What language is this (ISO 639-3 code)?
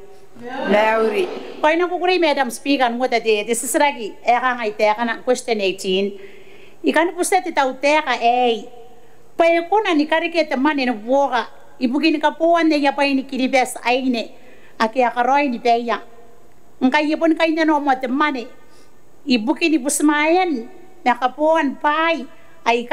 gil